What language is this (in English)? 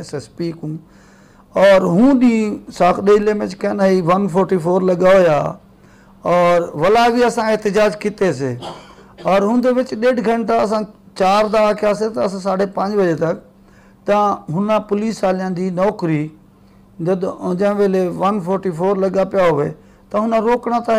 Saraiki